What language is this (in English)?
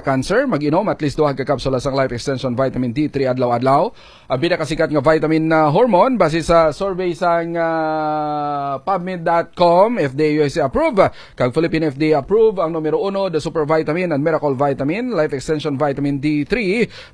Hiligaynon